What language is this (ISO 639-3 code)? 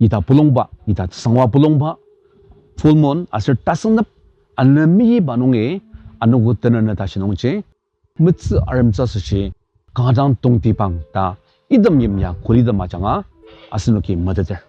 njo